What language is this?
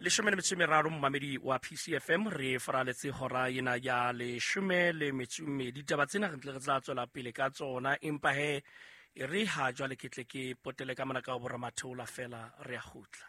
Southern Sotho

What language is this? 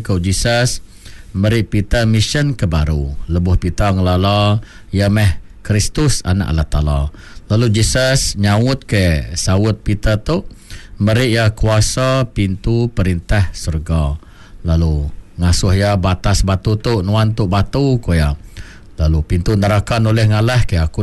Iban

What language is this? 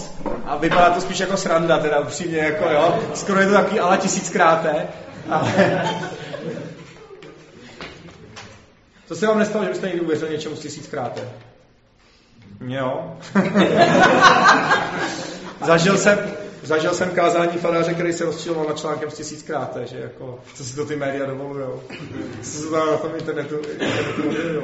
Czech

